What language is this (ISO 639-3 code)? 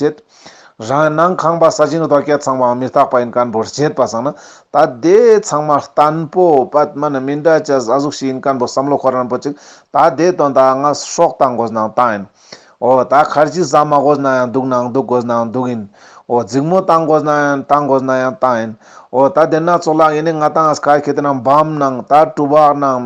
lbj